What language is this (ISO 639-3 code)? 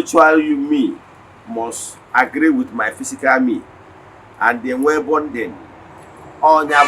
ibo